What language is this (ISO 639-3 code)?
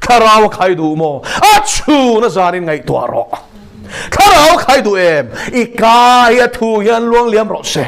lus